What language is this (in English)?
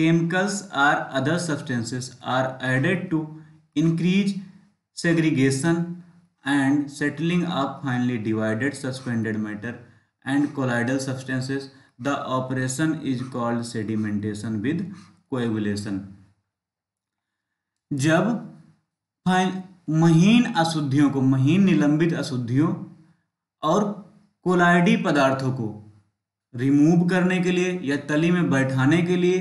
Hindi